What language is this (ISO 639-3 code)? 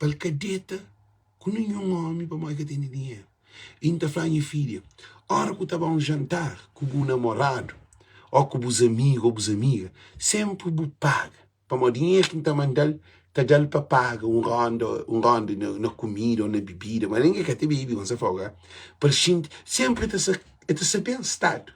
kea